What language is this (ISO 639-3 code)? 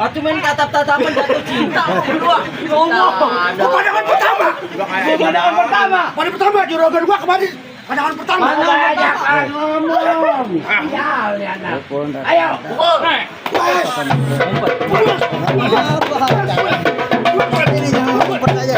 bew